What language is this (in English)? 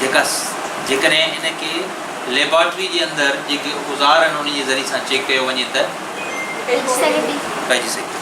Sindhi